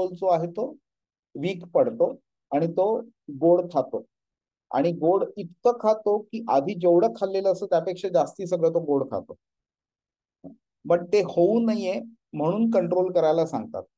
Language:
Marathi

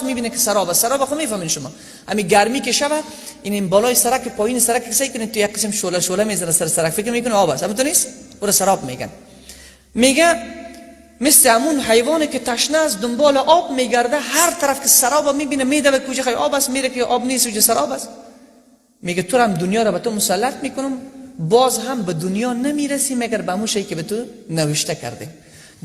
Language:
Persian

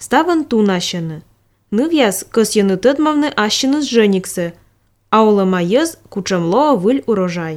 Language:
Albanian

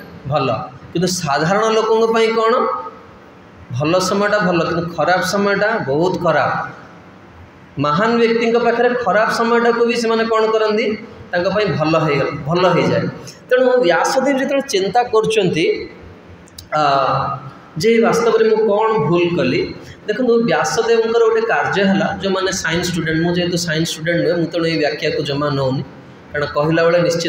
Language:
Odia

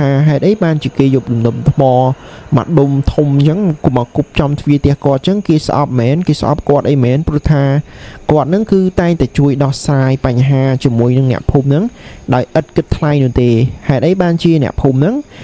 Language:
Khmer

